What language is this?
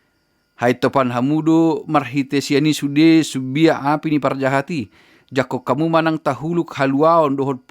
Batak Toba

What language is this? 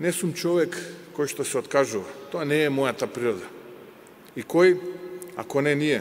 Macedonian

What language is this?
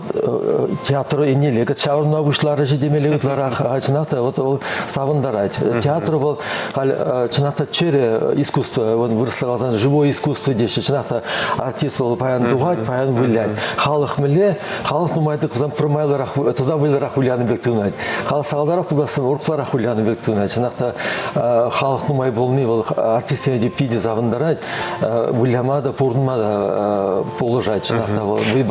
Chuvash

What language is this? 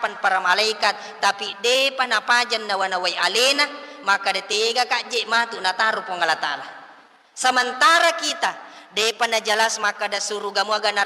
Buginese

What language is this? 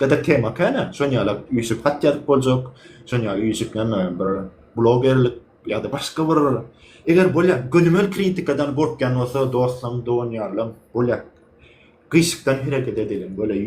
Turkmen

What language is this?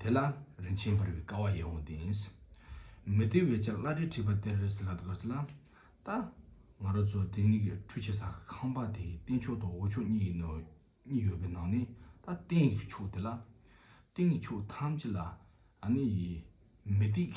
Tibetan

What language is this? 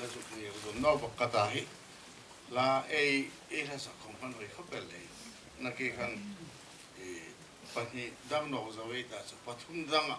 Hmar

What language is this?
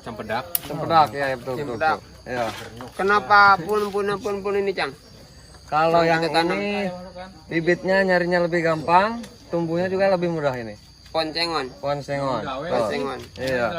Betawi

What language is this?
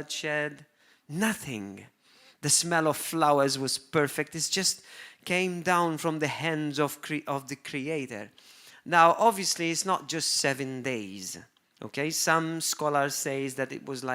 English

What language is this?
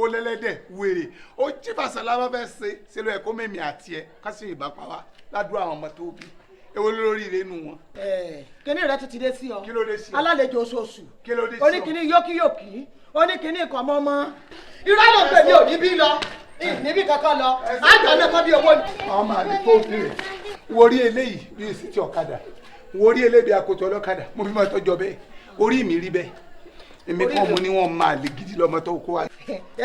Yoruba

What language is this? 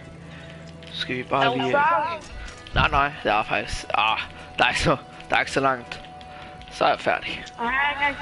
Danish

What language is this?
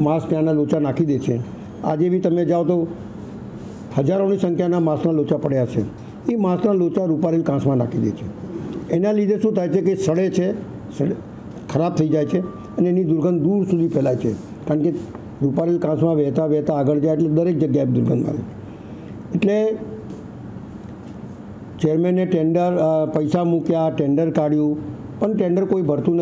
Gujarati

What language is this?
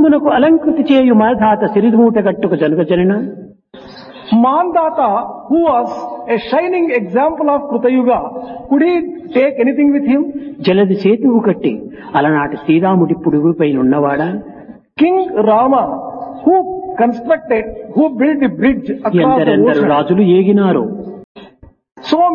Telugu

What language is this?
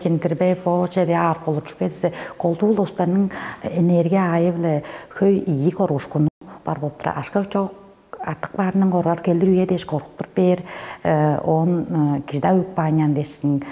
Tuvinian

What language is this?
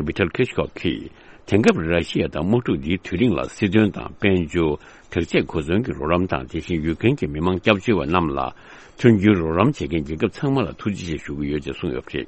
Tibetan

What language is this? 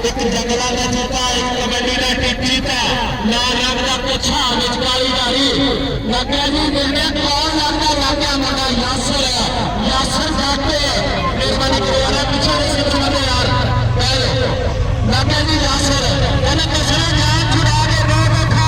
Saraiki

